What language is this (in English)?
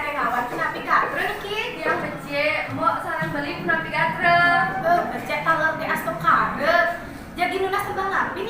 Balinese